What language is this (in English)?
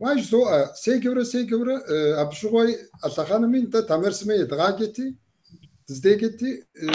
Kabardian